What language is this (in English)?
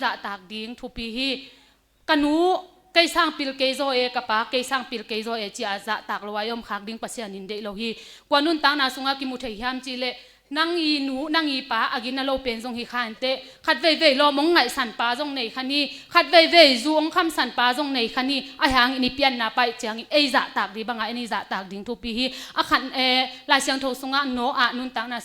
Tedim Chin